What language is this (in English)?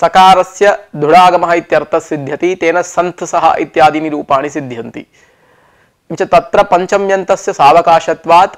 Sanskrit